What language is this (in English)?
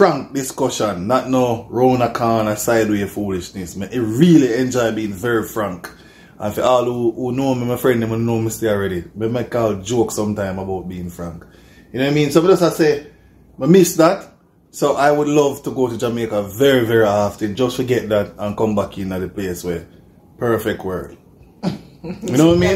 Jamaican Creole English